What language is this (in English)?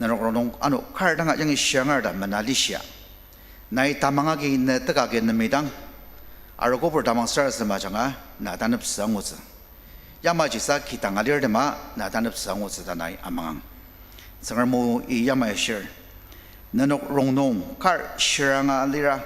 Ao Naga